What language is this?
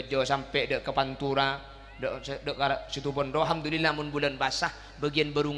Madurese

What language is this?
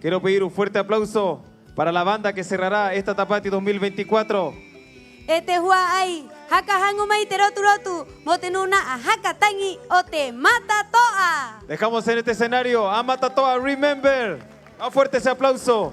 Rapanui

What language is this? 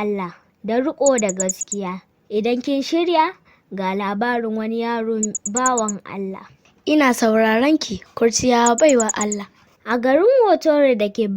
Hausa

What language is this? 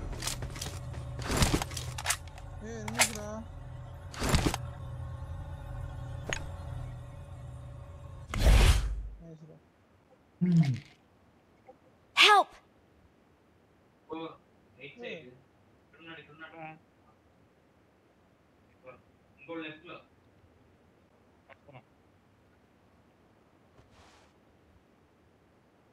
Telugu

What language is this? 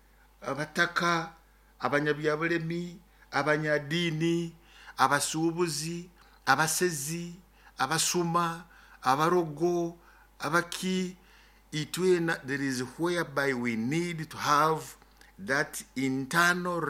Nyoro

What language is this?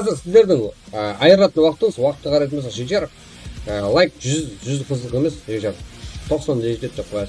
Kara-Kalpak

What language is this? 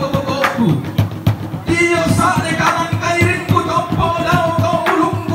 Toraja-Sa'dan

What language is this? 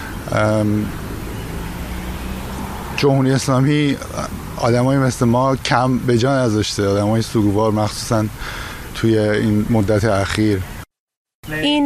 Persian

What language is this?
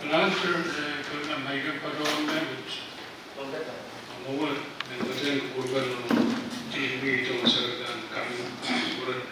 Pohnpeian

